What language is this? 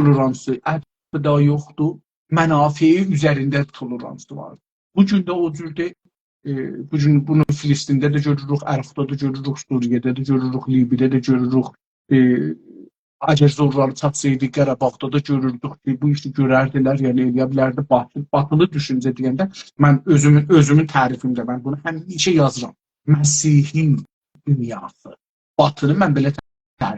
South Azerbaijani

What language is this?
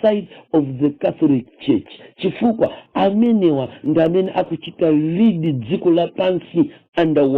Nyanja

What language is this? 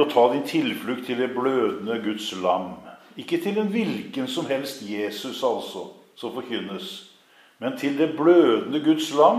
Norwegian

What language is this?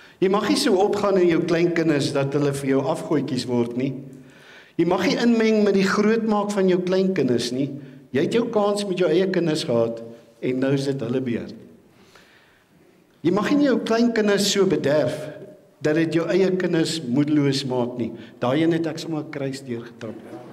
Afrikaans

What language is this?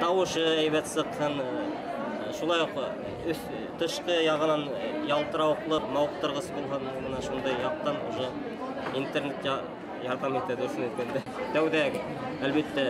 Bashkir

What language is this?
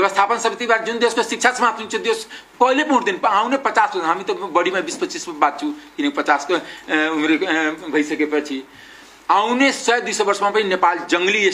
Nepali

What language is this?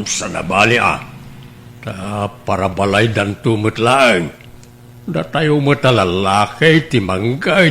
Iloko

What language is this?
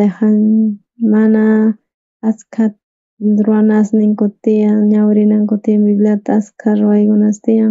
South Bolivian Quechua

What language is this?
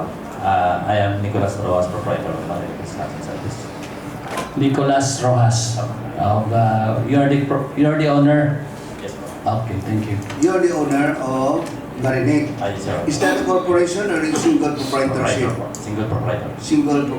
Hiligaynon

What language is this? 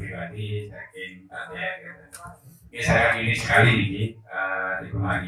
Balinese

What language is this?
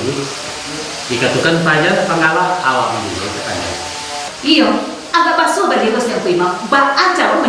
Minangkabau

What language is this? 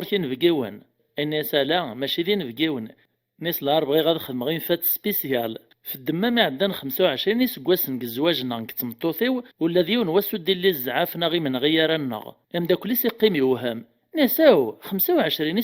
Kabyle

